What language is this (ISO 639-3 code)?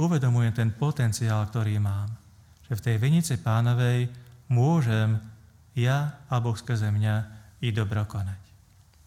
slk